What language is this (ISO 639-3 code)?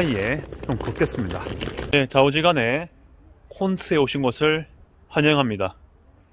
kor